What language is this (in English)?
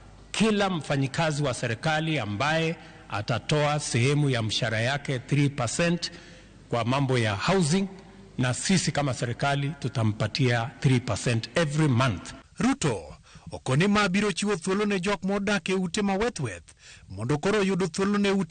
Luo (Kenya and Tanzania)